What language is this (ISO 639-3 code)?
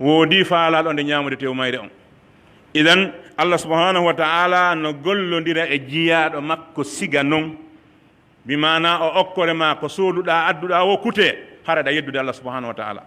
fuf